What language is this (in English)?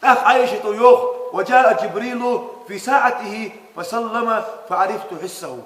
Ingush